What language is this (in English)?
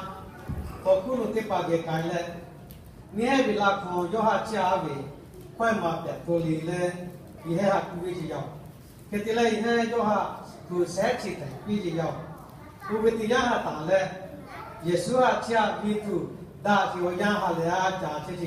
Lahu